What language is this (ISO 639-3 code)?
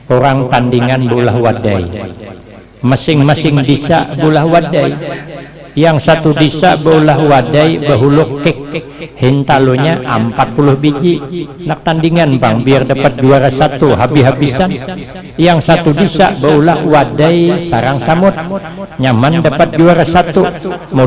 bjn